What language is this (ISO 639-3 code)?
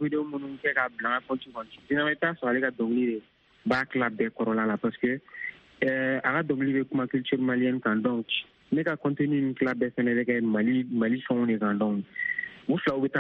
bam